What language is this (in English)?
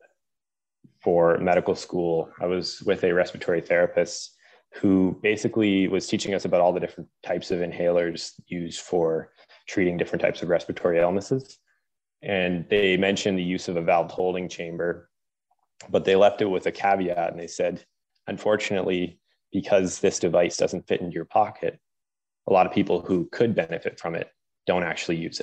English